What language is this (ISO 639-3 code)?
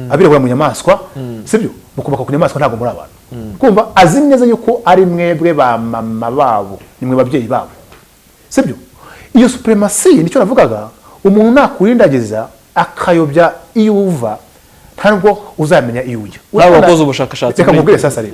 kin